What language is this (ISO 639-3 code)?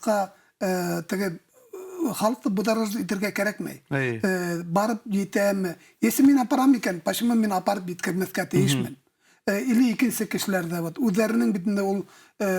bak